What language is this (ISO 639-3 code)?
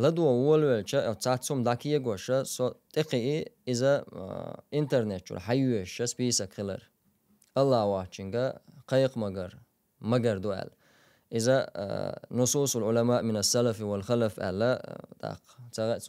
che